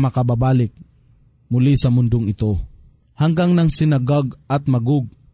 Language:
Filipino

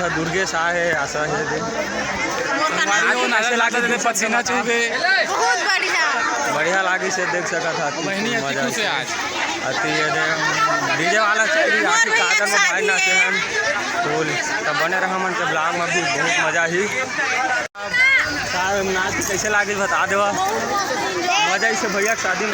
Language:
Chhattisgarhi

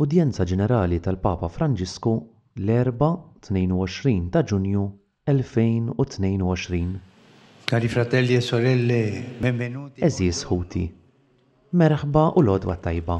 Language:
Maltese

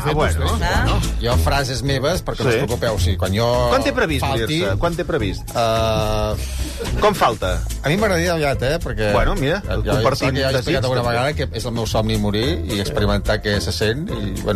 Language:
Catalan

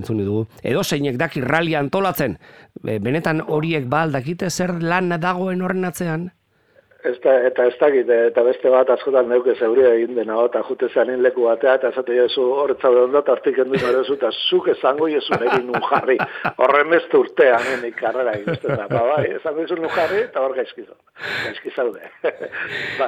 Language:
Basque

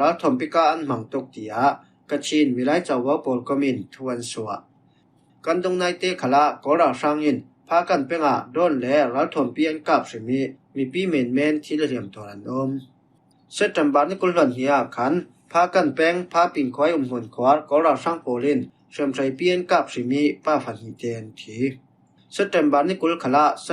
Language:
Falam Chin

